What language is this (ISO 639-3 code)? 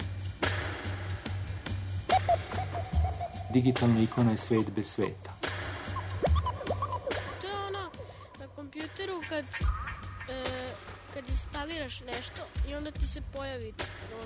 srp